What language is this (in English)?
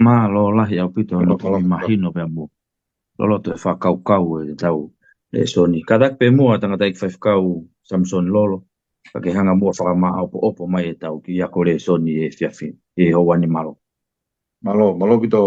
Tongan